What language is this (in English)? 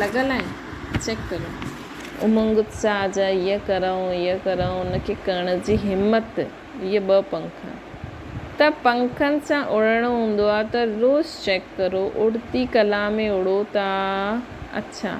Sindhi